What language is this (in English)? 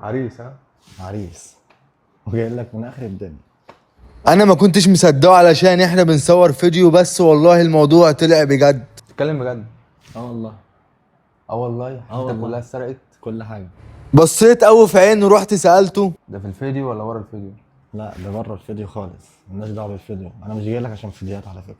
Egyptian Arabic